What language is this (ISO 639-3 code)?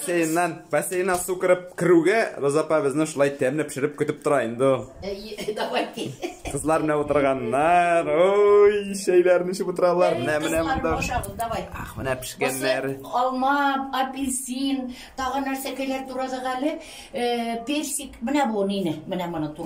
tat